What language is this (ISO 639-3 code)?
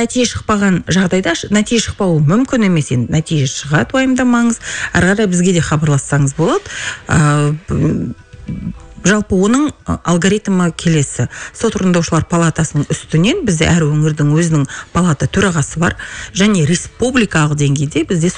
kaz